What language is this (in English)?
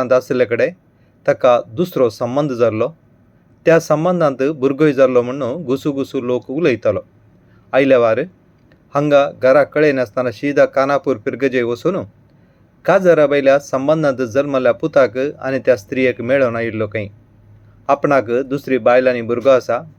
Konkani